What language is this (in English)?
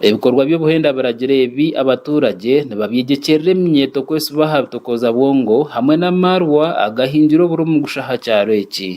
Nyankole